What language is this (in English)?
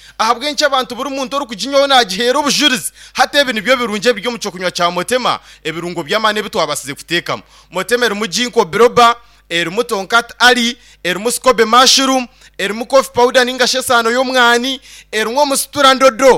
Nyankole